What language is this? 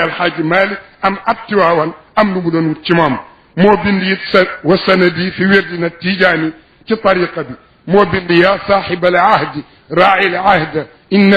Wolof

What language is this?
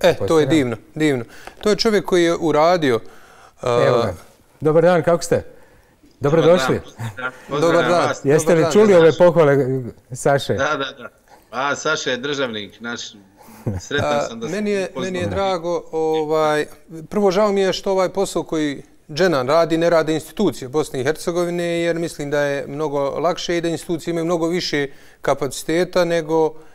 Bosnian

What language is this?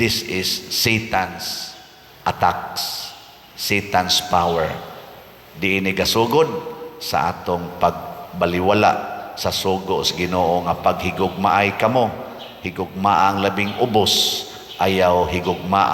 Cebuano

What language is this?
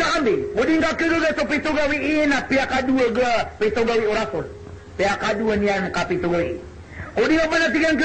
Maranao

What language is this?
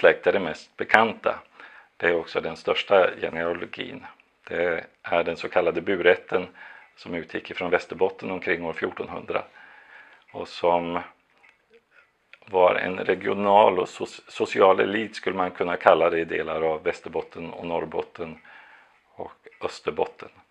Swedish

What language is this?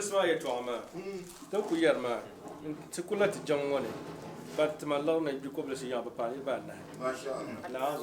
Dagbani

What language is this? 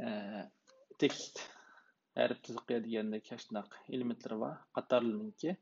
Uyghur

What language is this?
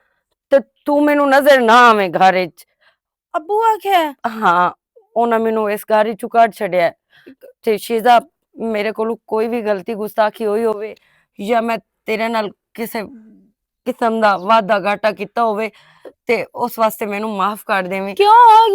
Western Panjabi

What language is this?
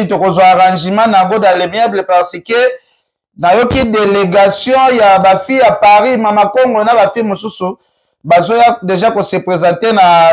Lingala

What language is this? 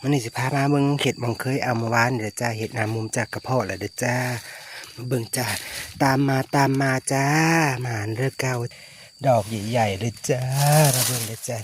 Northeastern Thai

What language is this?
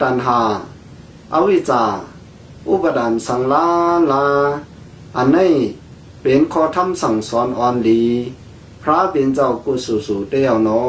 Shan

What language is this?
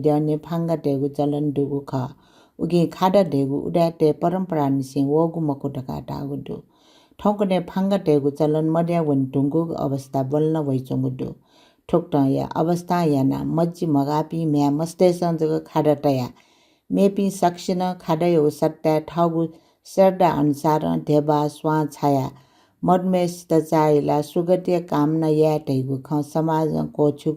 Newari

